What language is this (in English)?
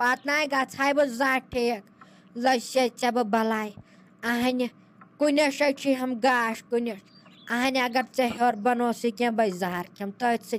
Kashmiri